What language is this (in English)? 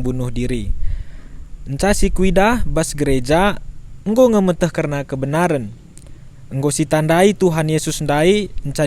Batak Karo